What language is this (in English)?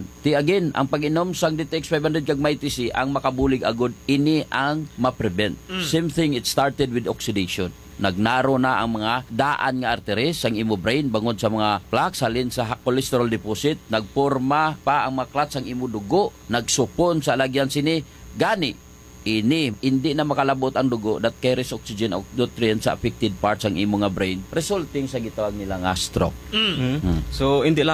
Hiligaynon